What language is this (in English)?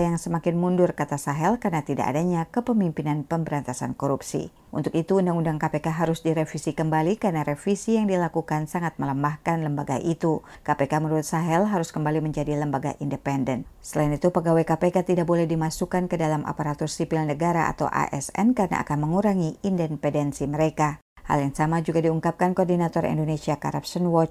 Indonesian